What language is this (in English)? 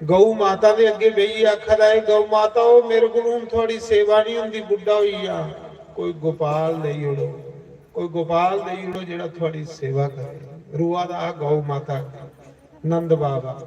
Dogri